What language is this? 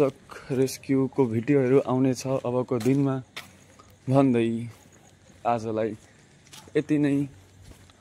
Nepali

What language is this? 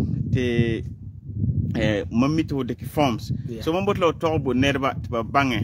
Frafra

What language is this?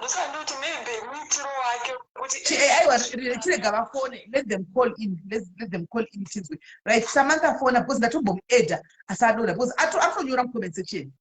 Shona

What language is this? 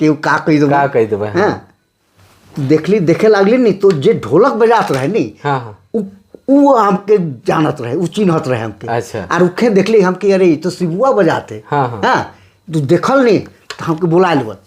Sadri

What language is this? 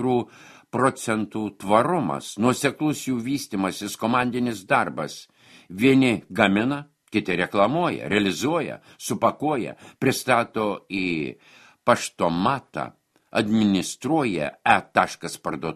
Lithuanian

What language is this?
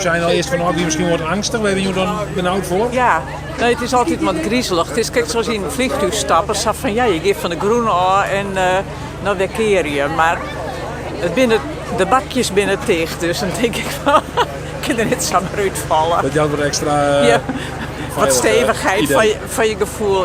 Western Frisian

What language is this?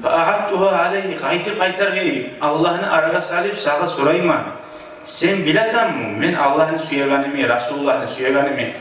Kumyk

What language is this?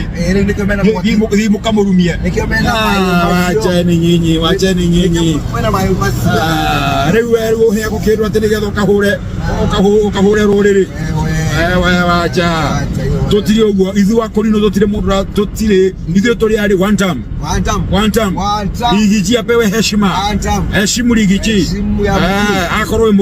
Kikuyu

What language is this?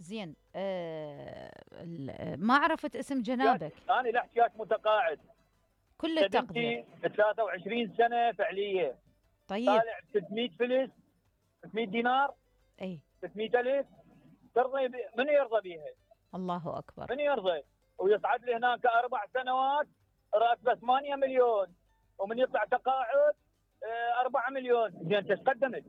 Mesopotamian Arabic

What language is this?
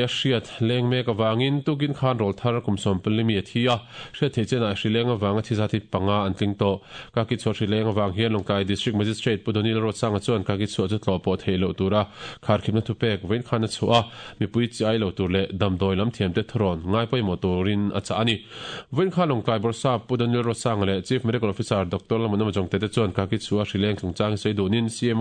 Mizo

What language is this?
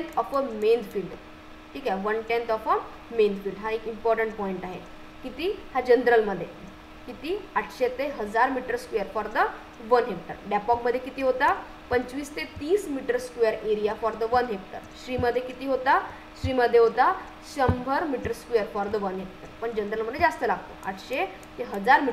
Marathi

